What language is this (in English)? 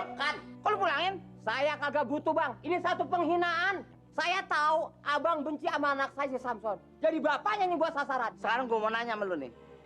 Betawi